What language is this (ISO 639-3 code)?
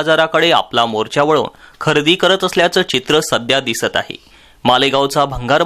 mar